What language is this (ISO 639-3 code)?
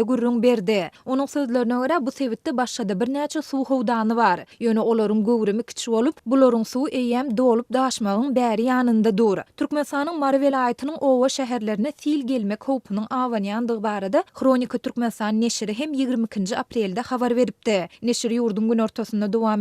tuk